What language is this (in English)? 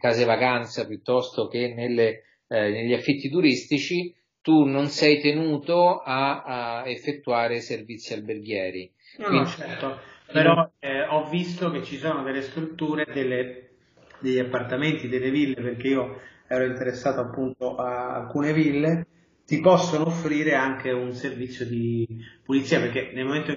Italian